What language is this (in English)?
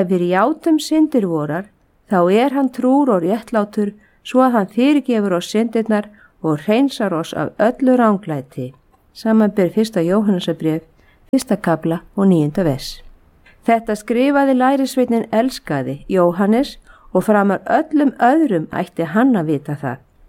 Icelandic